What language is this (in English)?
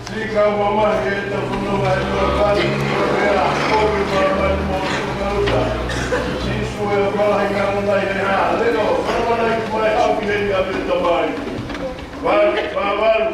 Tongan